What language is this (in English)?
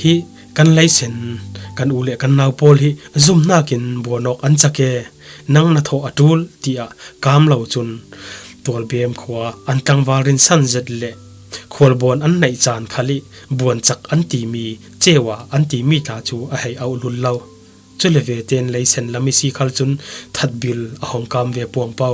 Falam Chin